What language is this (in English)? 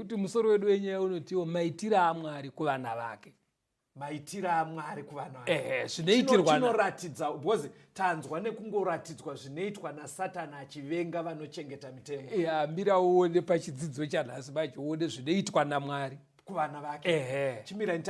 Shona